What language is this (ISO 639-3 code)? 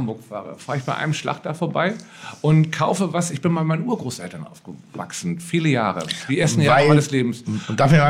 deu